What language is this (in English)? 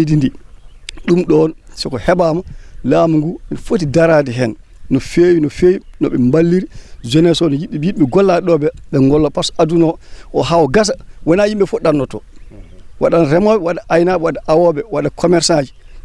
Fula